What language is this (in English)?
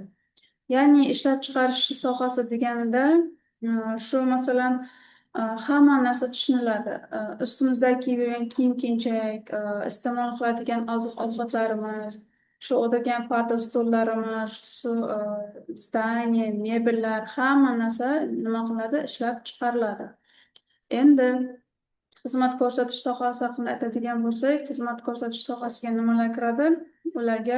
Uzbek